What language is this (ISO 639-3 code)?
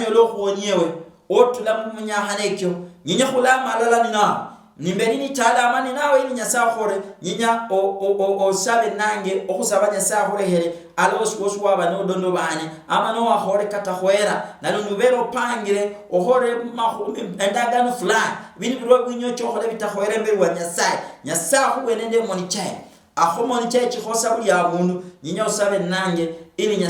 luy